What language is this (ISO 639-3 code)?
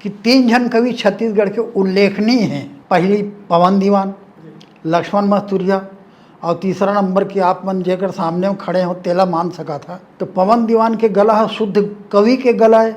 hne